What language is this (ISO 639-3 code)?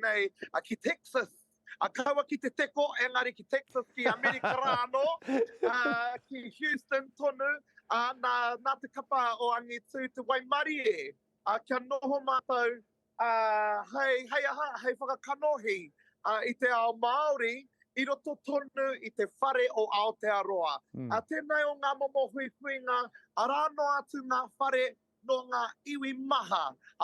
mri